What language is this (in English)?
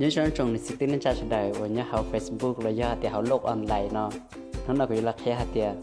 Hmong